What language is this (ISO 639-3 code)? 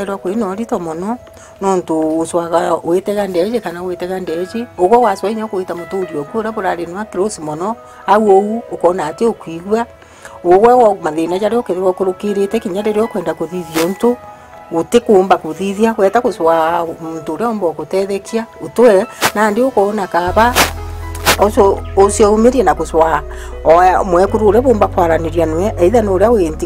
mer